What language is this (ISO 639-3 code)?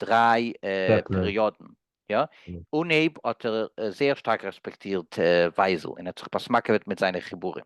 yid